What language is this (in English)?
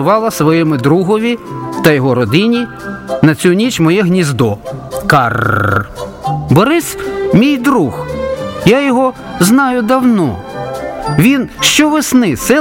Ukrainian